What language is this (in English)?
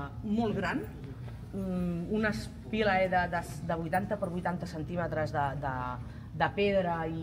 Catalan